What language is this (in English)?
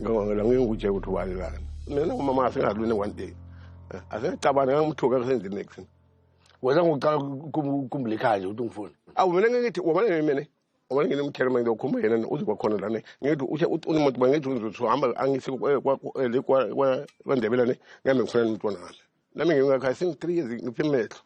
Zulu